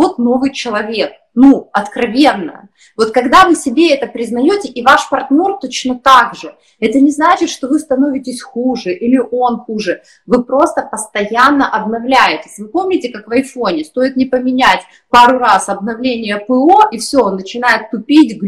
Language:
Russian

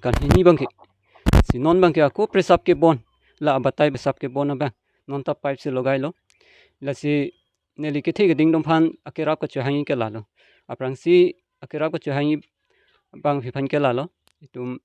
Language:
Karbi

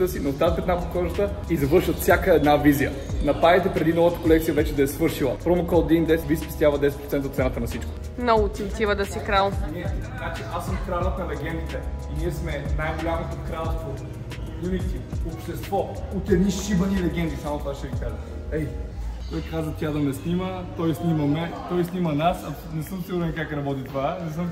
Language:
Bulgarian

